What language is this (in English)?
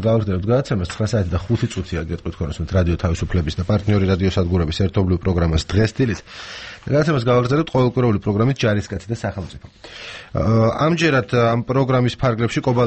Georgian